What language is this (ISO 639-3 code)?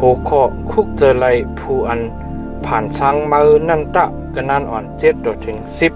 shn